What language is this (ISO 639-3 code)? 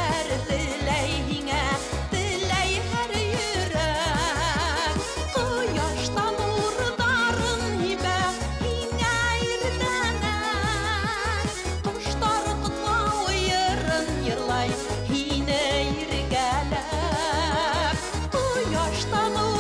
bak